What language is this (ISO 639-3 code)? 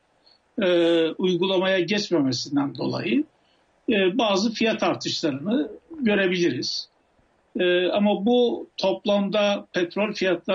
tur